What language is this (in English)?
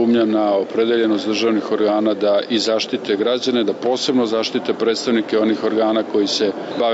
Croatian